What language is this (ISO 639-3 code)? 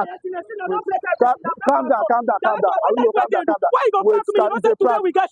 pcm